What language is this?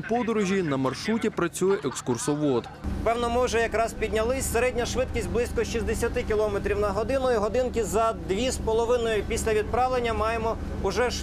Ukrainian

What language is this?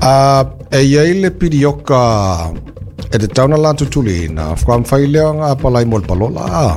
Samoan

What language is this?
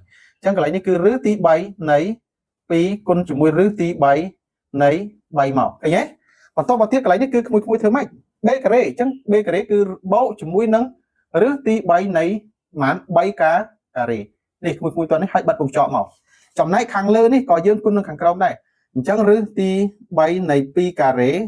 Khmer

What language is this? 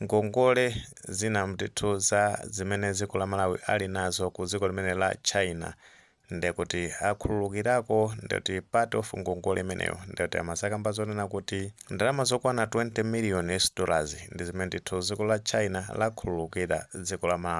Nyanja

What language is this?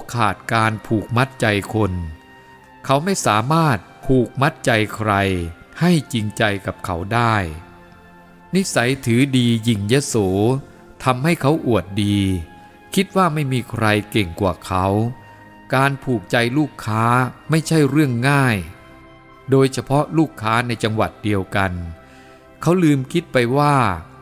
Thai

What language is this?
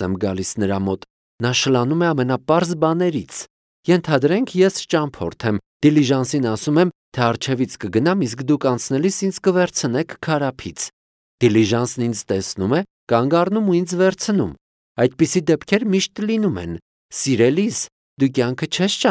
Armenian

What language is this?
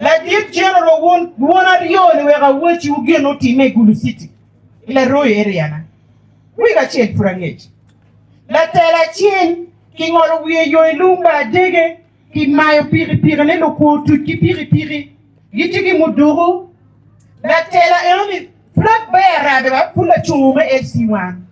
Acoli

